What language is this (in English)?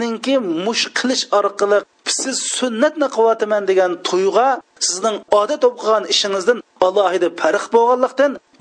Uyghur